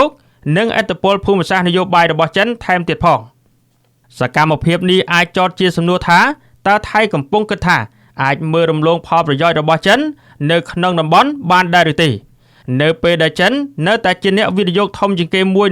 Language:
Khmer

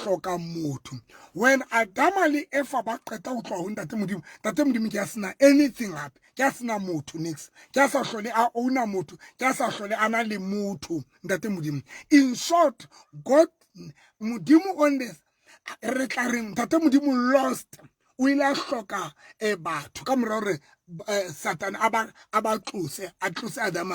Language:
Southern Sotho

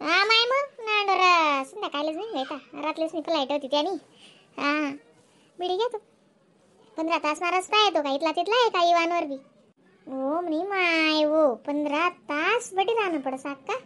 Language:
Khandesi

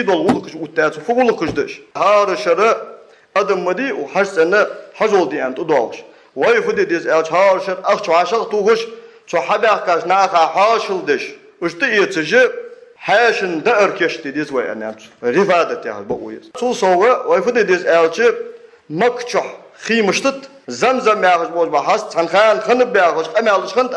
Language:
Ingush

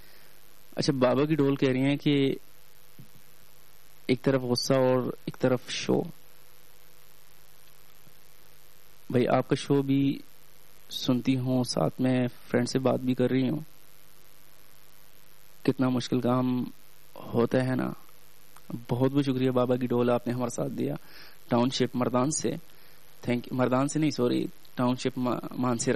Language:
Urdu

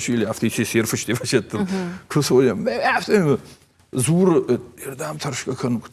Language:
Ossetic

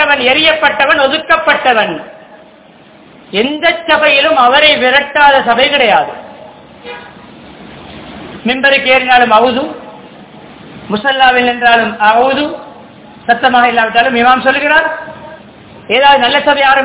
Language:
Tamil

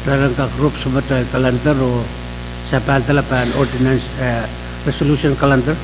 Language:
Pohnpeian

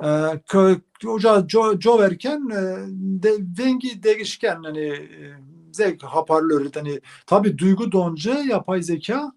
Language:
Zaza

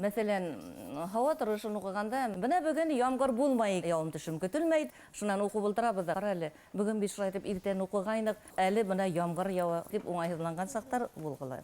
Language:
Bashkir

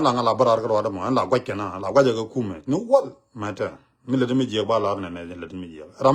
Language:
Nuer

